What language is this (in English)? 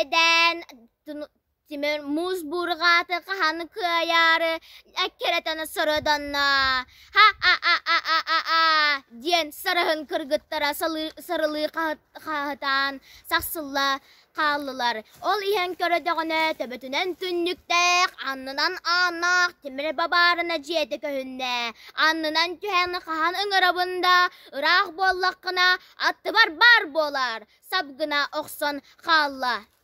Yakut